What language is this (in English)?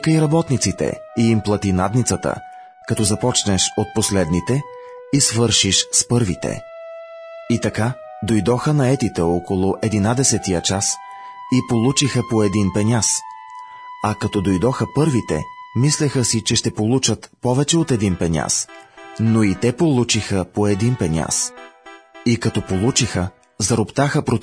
Bulgarian